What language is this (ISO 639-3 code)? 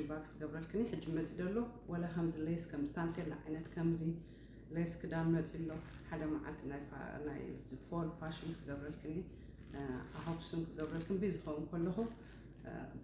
tir